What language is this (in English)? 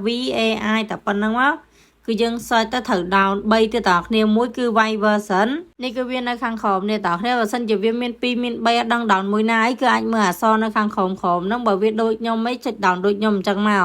Khmer